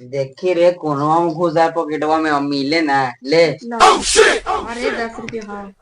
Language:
Magahi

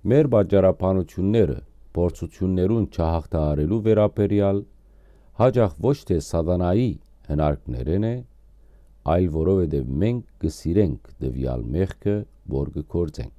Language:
Western Armenian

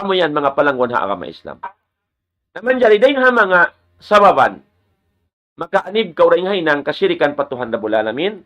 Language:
Tausug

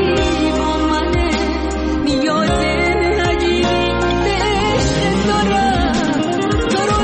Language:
Persian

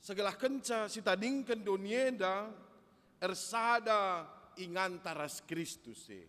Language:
Batak Karo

